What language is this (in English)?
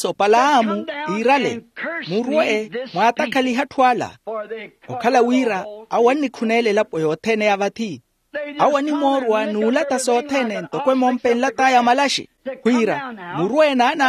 Makhuwa